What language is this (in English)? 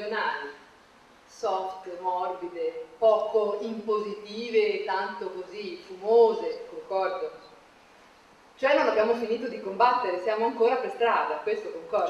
Italian